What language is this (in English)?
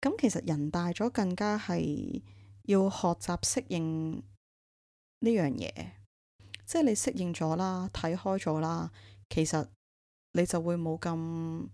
Cantonese